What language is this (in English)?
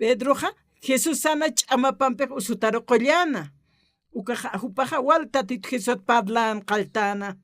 Aymara